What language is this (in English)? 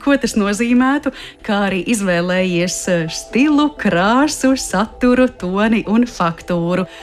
Latvian